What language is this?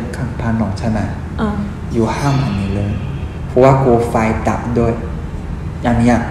Thai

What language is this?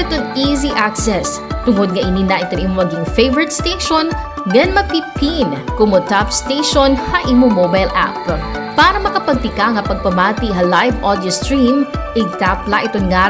Waray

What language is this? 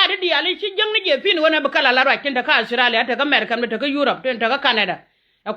Nuer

